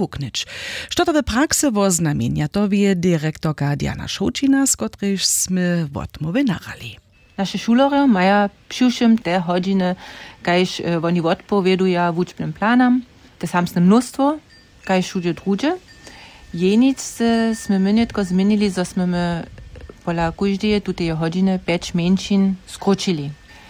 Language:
Upper Sorbian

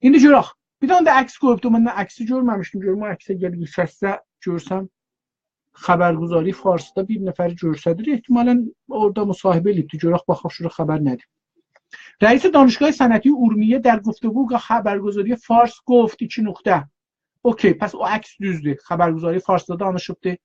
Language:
South Azerbaijani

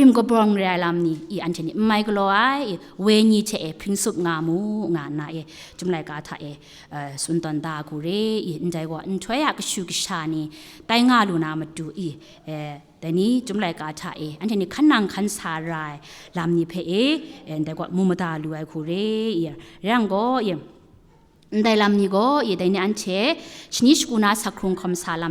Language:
Kachin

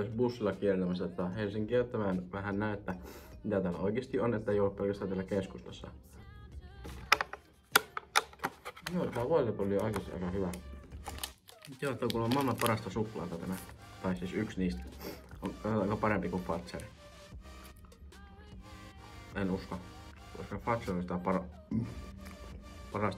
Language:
Finnish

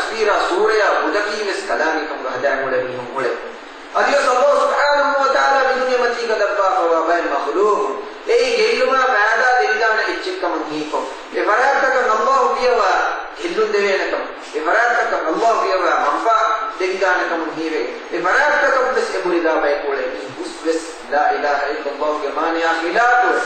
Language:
Divehi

